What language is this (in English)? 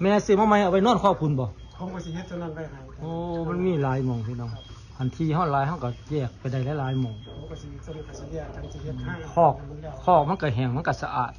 Northeastern Thai